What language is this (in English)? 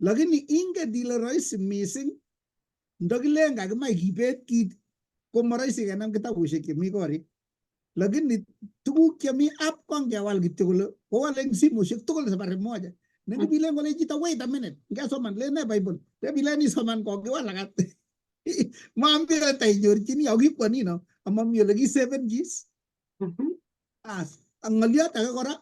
Kalenjin